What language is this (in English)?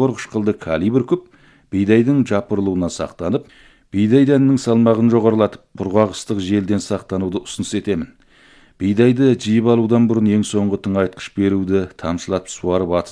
Kazakh